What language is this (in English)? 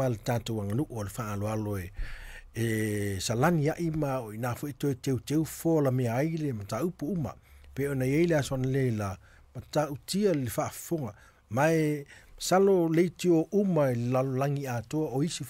Samoan